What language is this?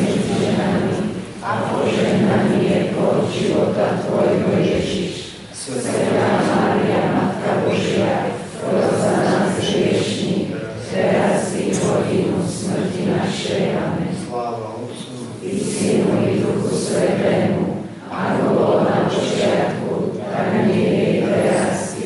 Slovak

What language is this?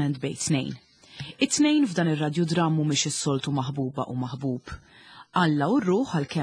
Maltese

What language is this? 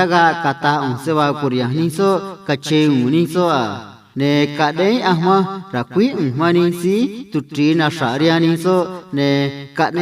Copala Triqui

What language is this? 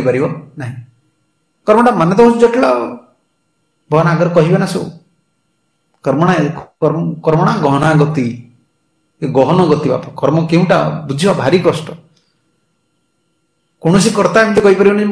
Odia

